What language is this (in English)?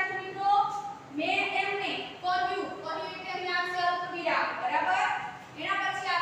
Gujarati